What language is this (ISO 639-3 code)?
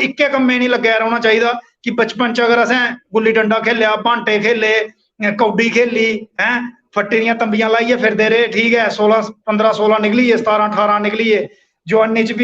doi